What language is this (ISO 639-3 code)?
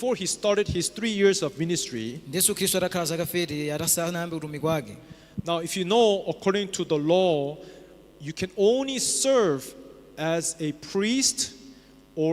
nya